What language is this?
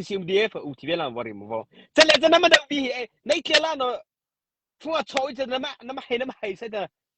Mara Chin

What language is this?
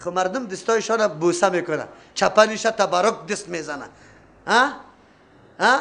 Persian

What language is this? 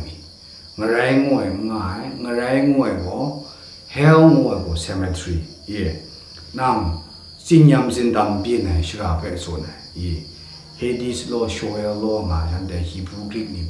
Kachin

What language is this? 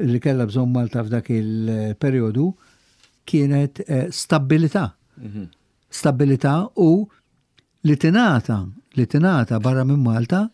Maltese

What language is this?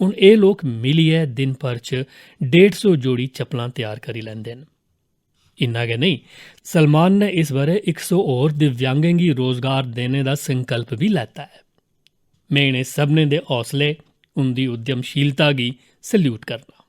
Dogri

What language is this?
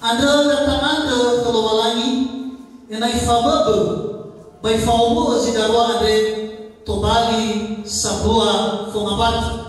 Nias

